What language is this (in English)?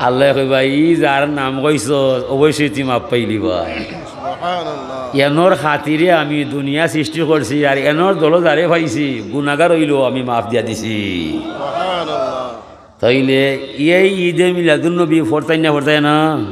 Sylheti